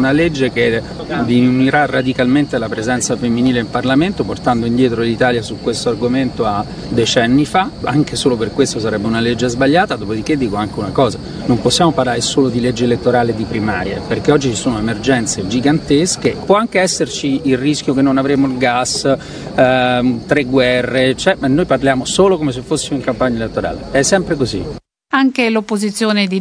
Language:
Italian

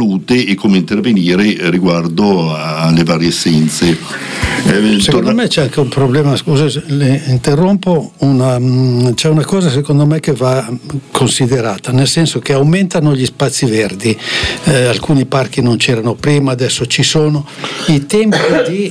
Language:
Italian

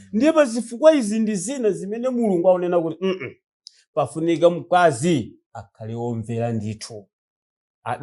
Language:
Nyanja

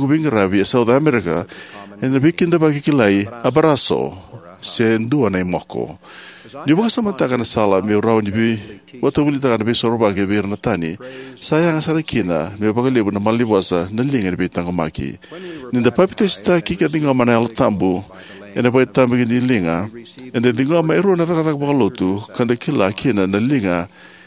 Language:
Fijian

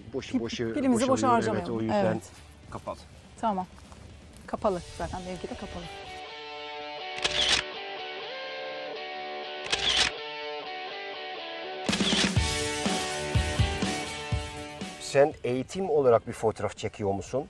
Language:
Turkish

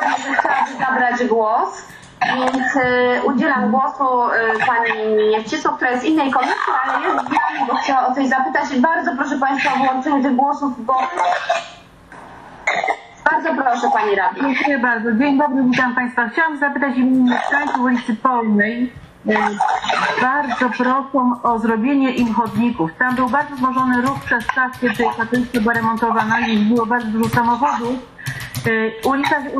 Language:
Polish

